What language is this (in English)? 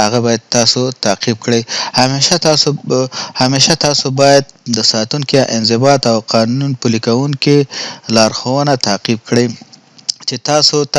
Pashto